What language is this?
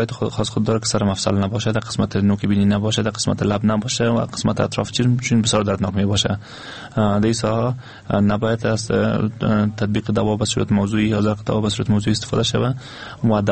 Persian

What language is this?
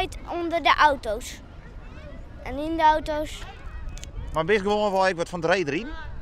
Western Frisian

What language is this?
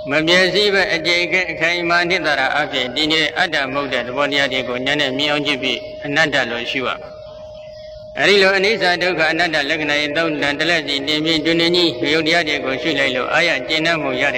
Burmese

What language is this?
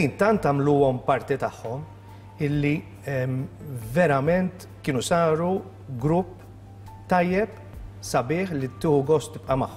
Maltese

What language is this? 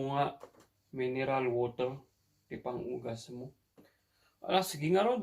Iloko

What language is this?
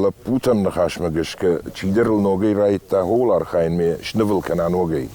Ossetic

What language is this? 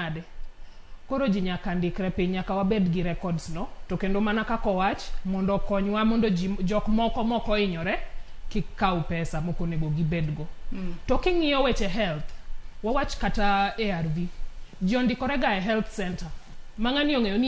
Luo (Kenya and Tanzania)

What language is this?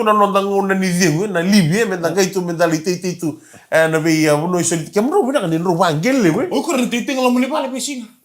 Fijian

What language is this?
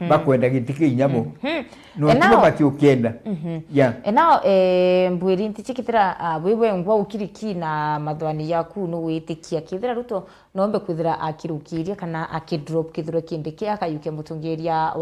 Meru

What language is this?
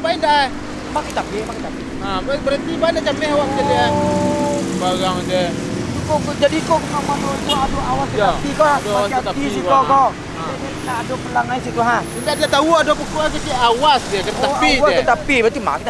Minangkabau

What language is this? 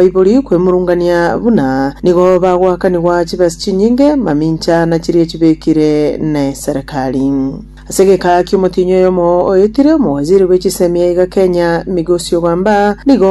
Gusii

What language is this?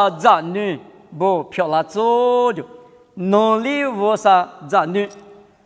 Lisu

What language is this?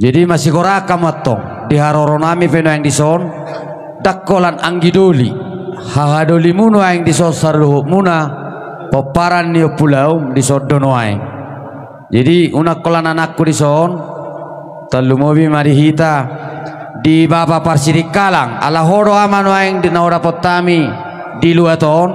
Batak Toba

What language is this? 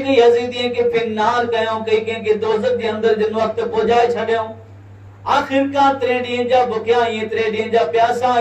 Kachhi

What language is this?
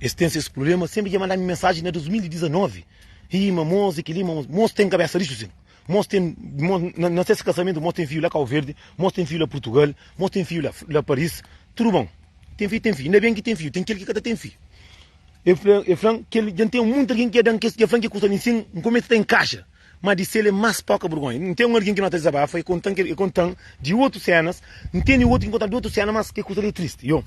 Kabuverdianu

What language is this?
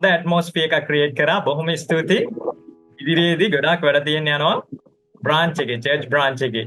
Sinhala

